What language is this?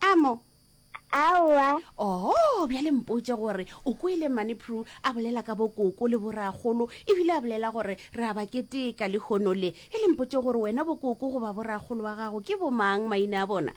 Northern Sotho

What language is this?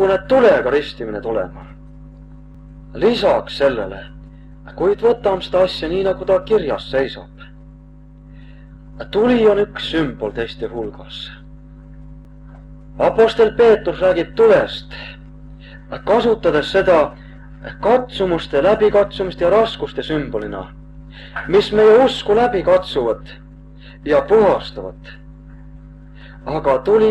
Estonian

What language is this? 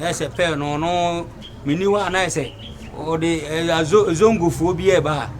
Akan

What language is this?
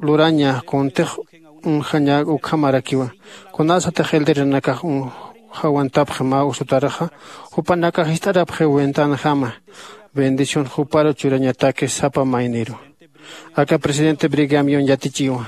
Aymara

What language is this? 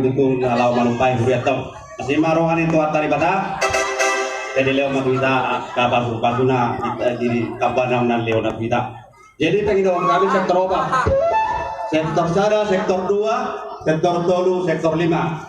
Batak Toba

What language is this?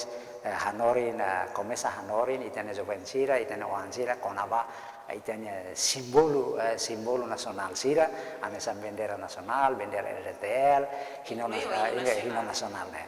Tetum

